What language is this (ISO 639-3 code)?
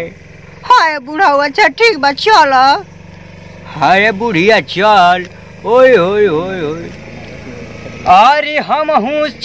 bho